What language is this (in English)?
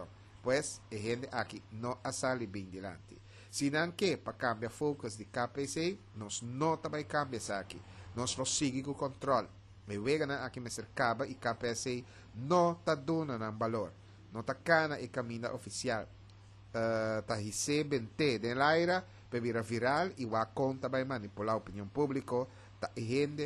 Papiamento